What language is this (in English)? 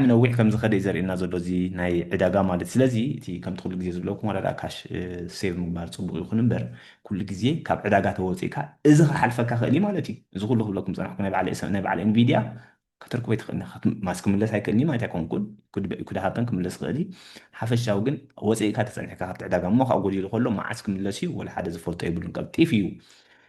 Tigrinya